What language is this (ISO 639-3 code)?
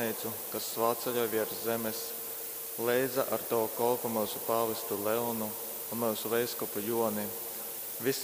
ltg